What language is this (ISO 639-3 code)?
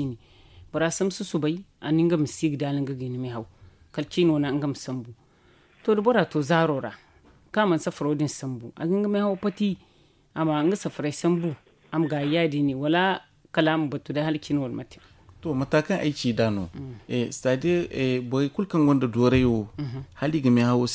dje